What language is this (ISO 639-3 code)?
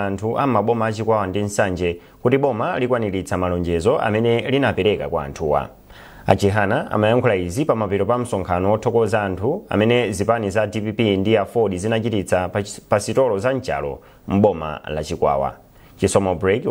nya